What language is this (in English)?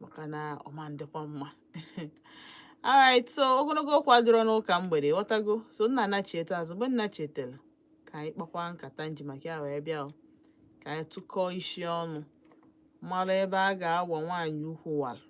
Igbo